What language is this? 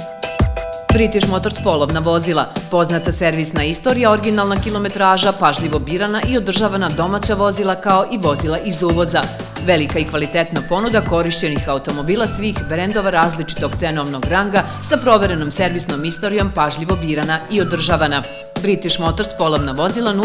Serbian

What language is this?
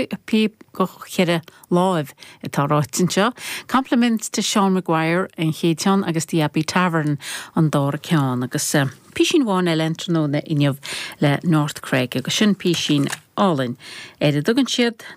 Irish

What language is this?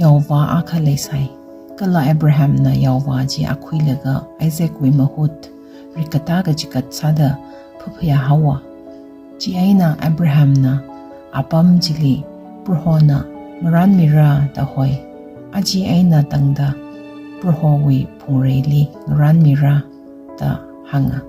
Tangkhul Naga (India)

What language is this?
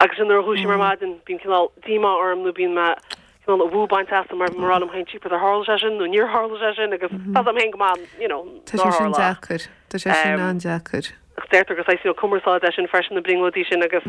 Irish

